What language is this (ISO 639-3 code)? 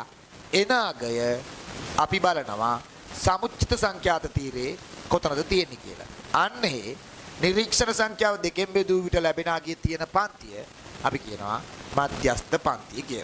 sin